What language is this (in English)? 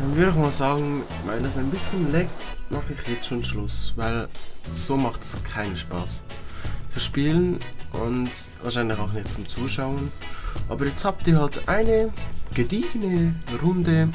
Swiss German